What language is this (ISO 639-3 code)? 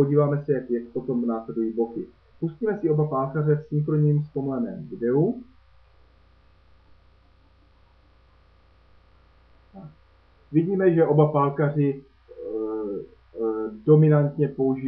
ces